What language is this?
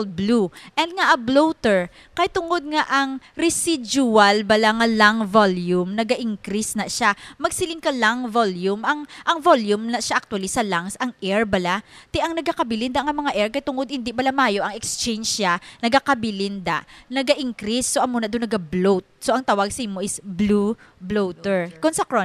Hiligaynon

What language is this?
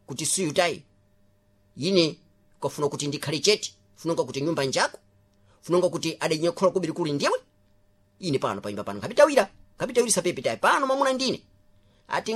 Sena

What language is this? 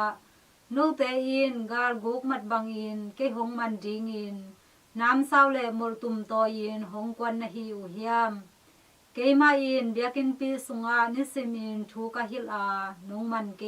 Tedim Chin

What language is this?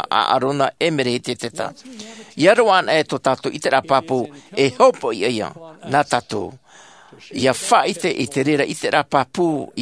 Tahitian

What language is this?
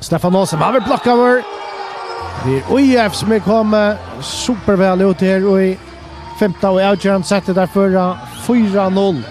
Faroese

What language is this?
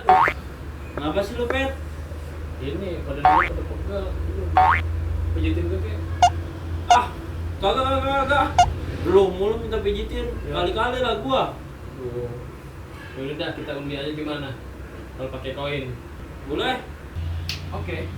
Betawi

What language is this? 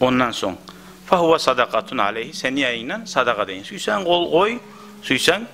Kumyk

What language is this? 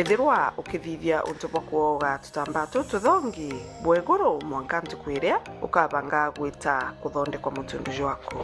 Meru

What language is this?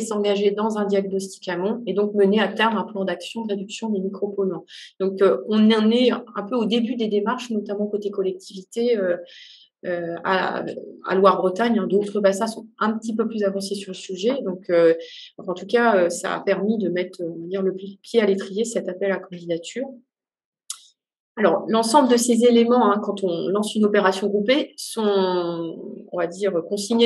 French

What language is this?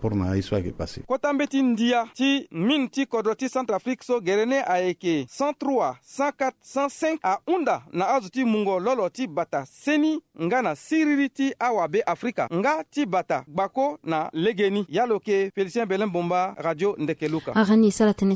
Sango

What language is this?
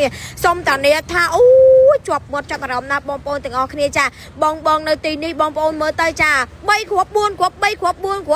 Khmer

